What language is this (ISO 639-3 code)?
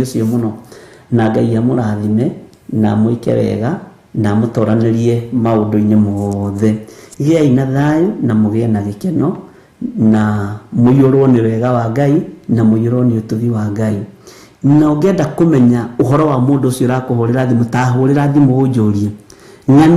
kik